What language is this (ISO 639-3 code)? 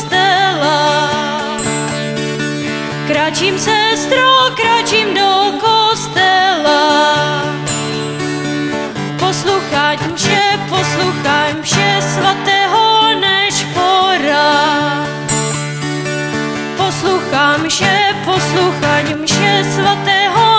ces